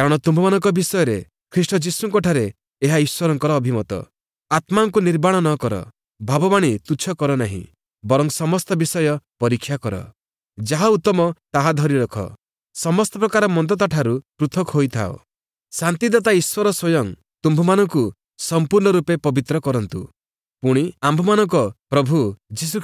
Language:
Odia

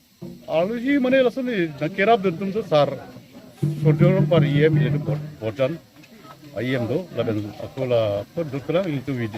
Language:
Karbi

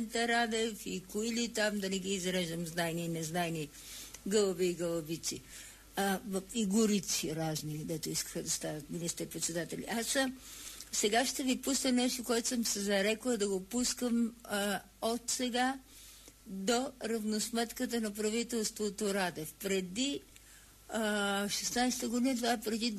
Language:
Bulgarian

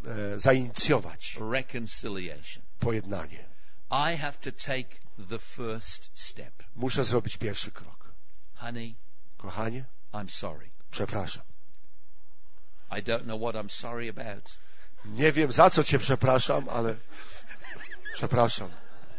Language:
Polish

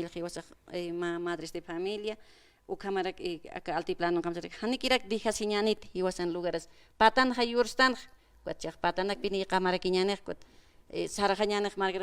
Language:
Aymara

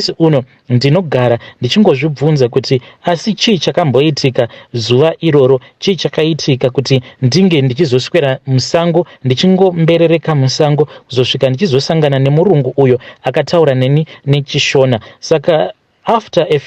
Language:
Shona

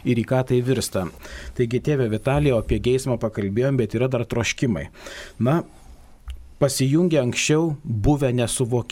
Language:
Lithuanian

